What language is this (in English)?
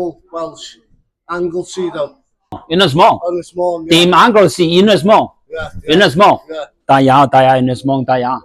Welsh